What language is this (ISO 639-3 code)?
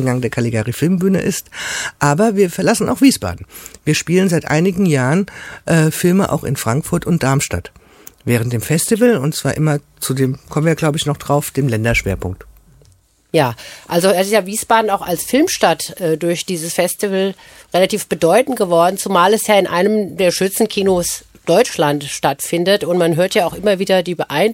deu